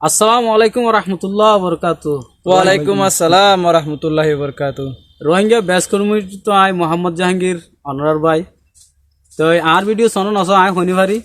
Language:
Rohingya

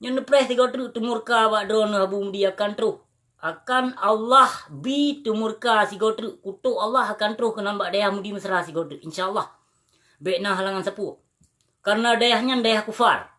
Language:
Achinese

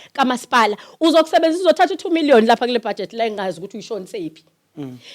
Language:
Zulu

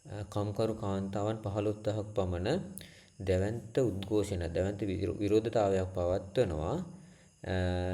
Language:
Sinhala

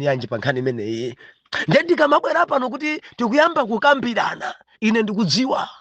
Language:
Nyanja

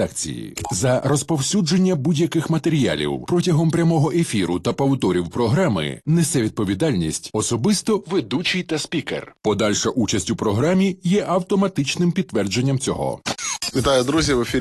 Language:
Ukrainian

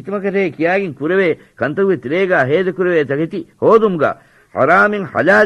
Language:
Divehi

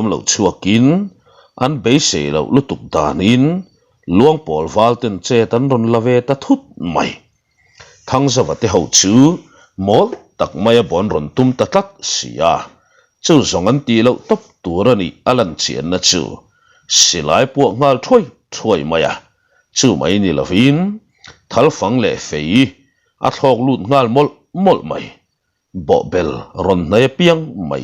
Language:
Mizo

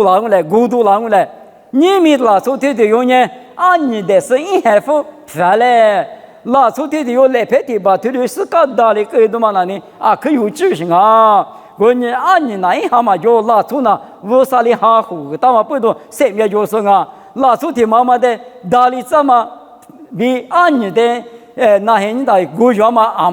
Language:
Lisu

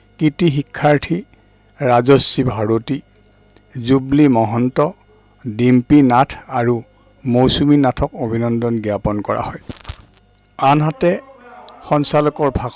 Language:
Assamese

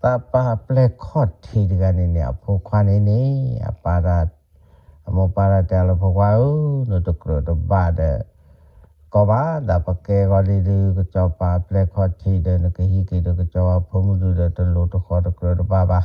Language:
S'gaw Karen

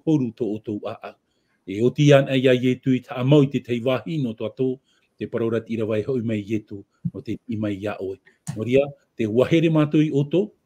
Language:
Tahitian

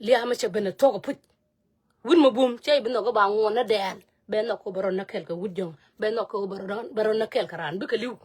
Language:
Nuer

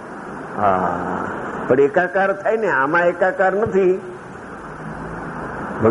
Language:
Gujarati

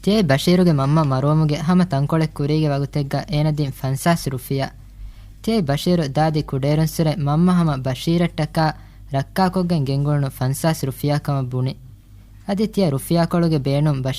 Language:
Divehi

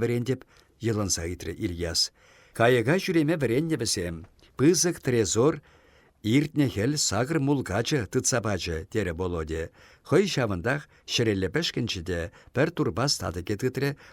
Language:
Chuvash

